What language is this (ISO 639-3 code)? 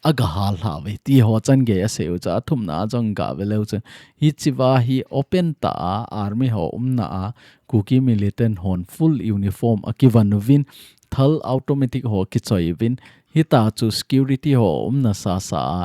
tcz